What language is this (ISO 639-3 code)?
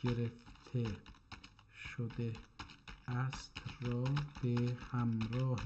azb